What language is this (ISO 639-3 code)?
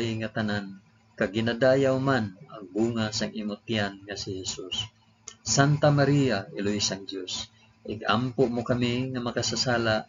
hil